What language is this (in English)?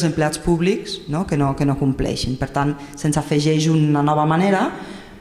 Catalan